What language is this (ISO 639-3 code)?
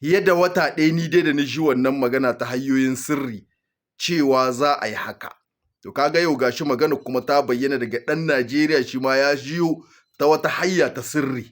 hau